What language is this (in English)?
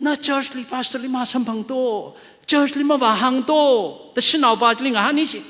Tangkhul Naga (India)